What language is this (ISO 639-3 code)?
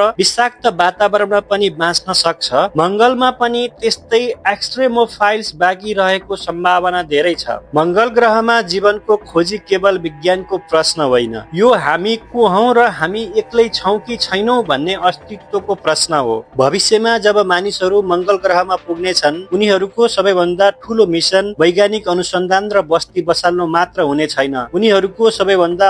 nep